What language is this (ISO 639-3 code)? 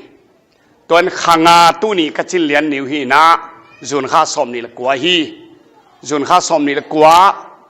ctd